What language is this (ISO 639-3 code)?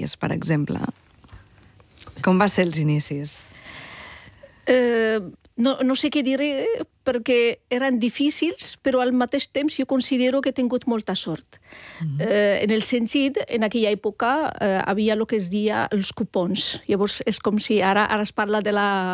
cat